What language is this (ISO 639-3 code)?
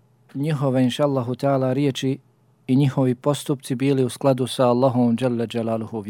bos